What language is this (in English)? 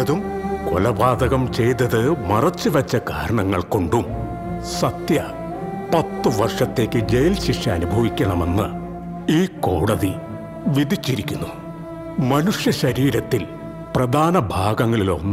Malayalam